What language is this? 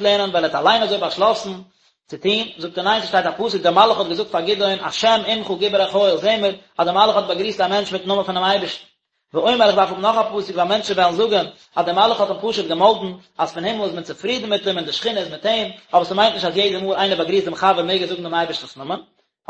Yiddish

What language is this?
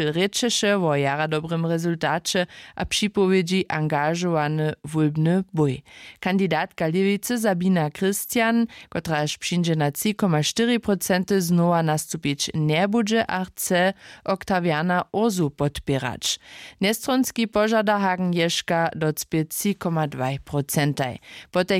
Upper Sorbian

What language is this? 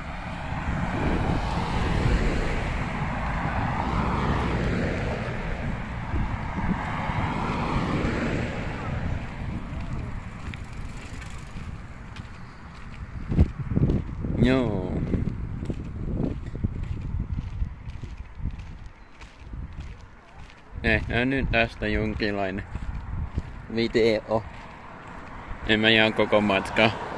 Finnish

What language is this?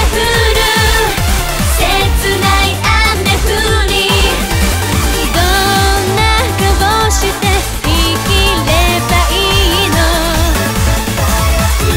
Japanese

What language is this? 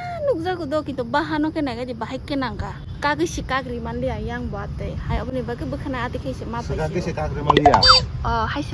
Kok Borok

